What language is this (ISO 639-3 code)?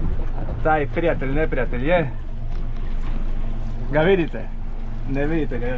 hrv